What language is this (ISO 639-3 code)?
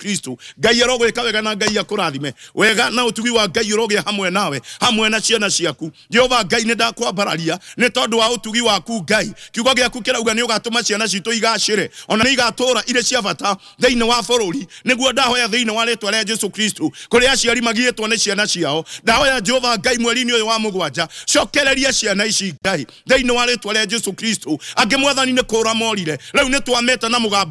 kik